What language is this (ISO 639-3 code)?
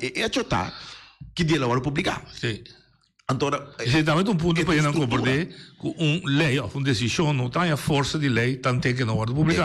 pap